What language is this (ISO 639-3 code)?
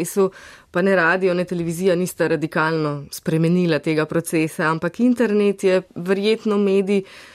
slv